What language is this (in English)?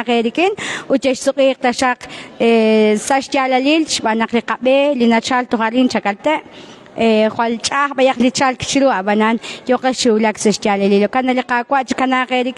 Kekchí